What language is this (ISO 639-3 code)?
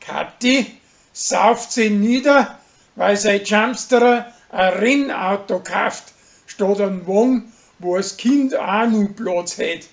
bar